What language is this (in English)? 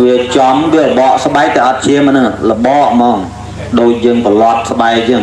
Khmer